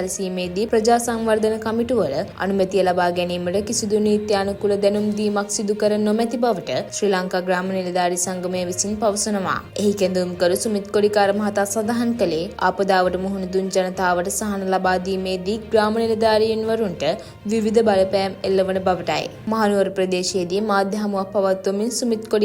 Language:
Sinhala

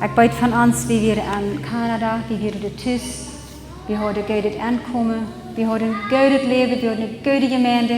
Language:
Plautdietsch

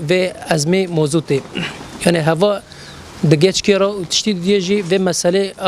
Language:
Kurdish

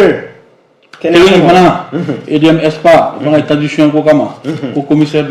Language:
Bambara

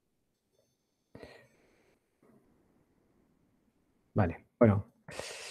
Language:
Basque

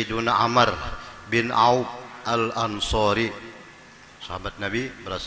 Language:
Banjar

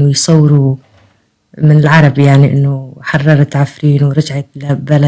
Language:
North Levantine Arabic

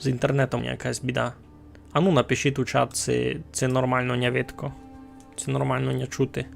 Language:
Rusyn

